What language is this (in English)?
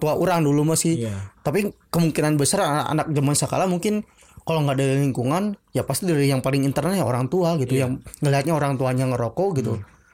Indonesian